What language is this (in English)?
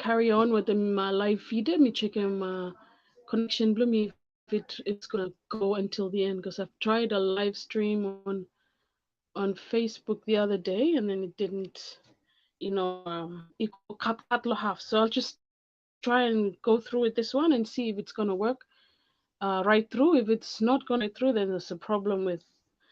Bislama